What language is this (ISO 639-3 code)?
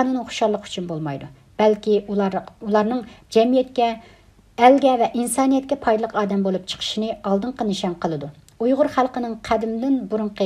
uig